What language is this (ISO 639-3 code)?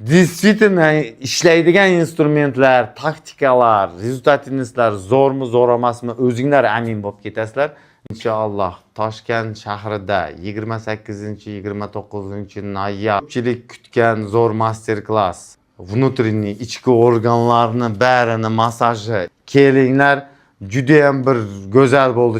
uzb